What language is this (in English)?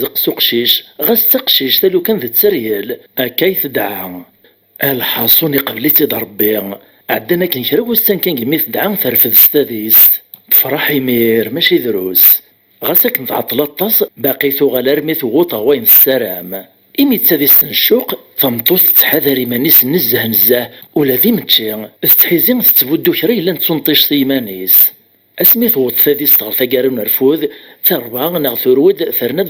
Kabyle